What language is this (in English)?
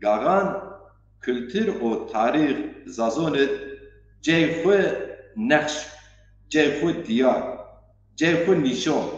Zaza